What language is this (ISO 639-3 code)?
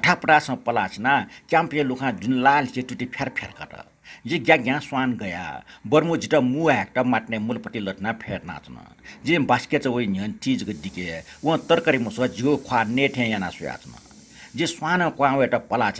new